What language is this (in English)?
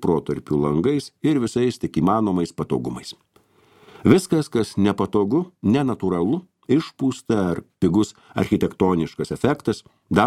Lithuanian